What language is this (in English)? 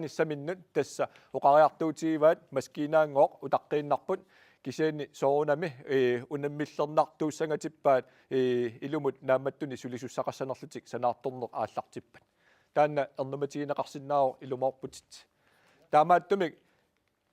Kalaallisut